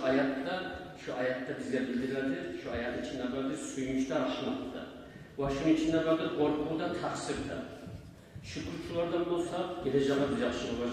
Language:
Kumyk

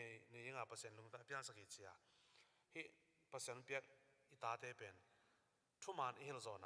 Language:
Tedim Chin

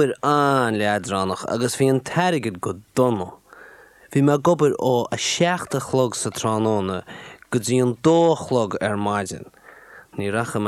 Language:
Irish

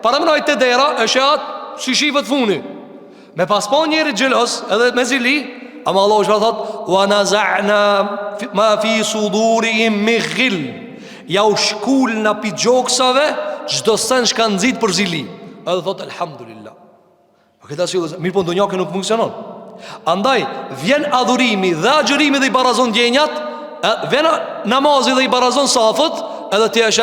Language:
Albanian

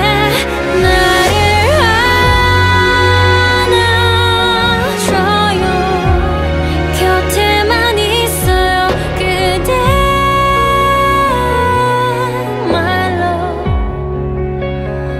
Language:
Korean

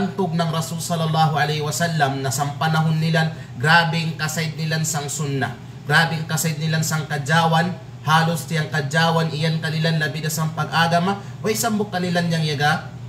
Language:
Kalagan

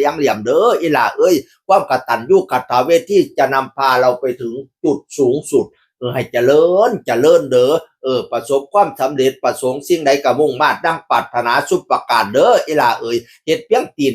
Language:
Northeastern Thai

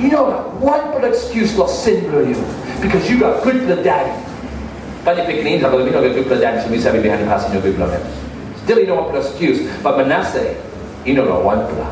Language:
Tok Pisin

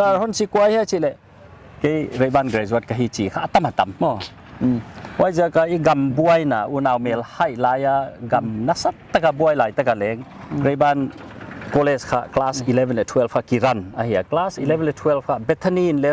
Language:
Paite Chin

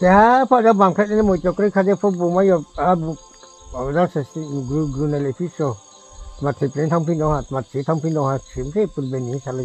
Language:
Riang (India)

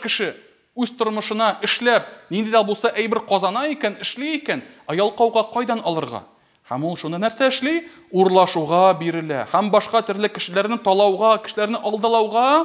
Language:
Tatar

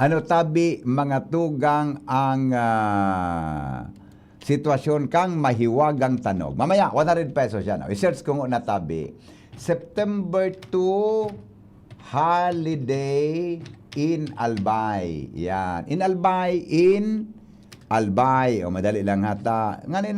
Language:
Bikol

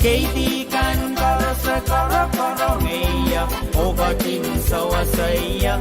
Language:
Pohnpeian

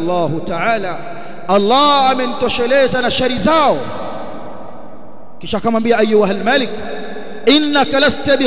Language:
Swahili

